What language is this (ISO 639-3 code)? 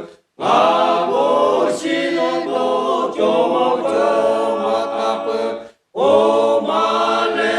lhu